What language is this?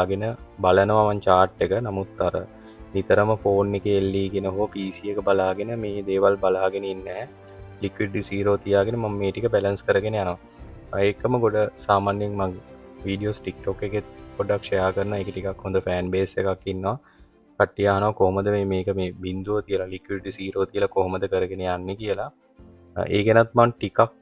Sinhala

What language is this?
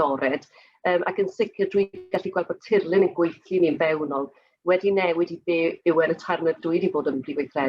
Welsh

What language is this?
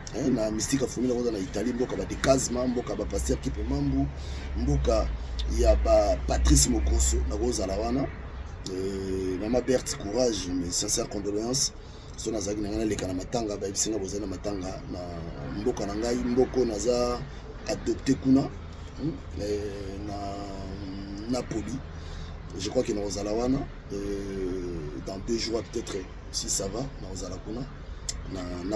Lingala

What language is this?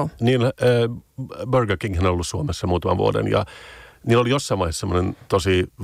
Finnish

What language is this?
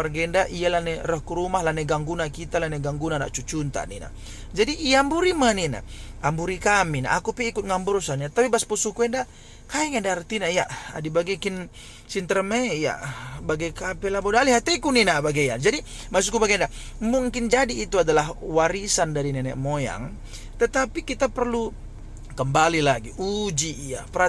Batak Karo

